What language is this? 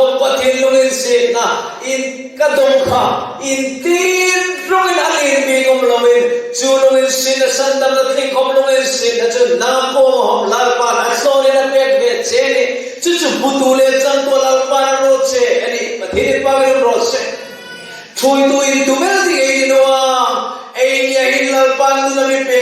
Hmar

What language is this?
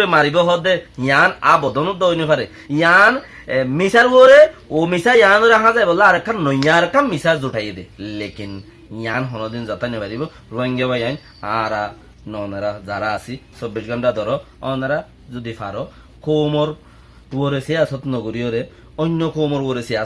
Rohingya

